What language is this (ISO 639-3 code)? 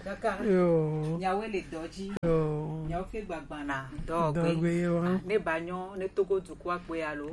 gej